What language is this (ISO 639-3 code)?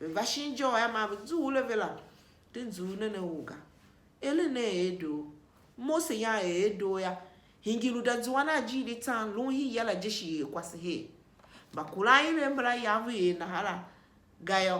tiv